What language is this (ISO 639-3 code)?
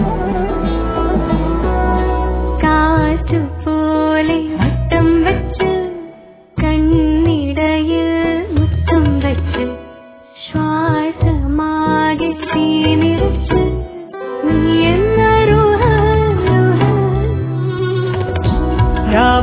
mal